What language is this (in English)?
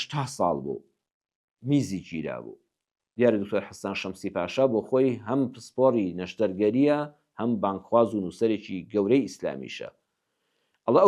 Central Kurdish